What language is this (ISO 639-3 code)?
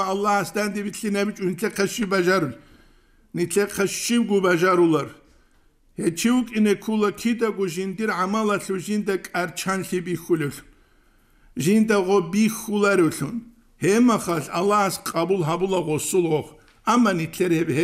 ava